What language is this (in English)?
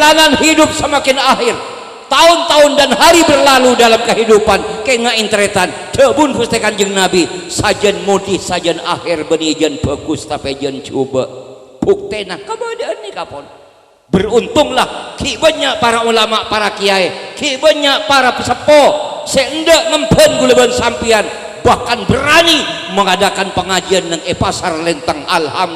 Madurese